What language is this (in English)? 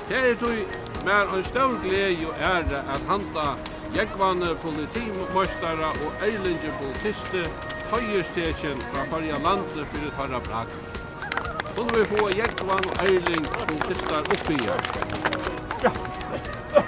Faroese